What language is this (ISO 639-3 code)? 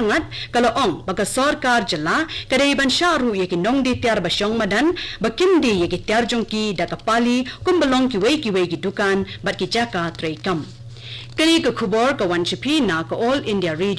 kha